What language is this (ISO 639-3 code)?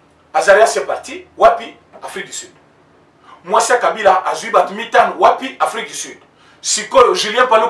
fra